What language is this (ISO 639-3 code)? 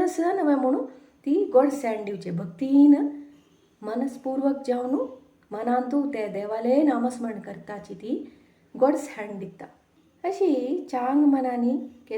kok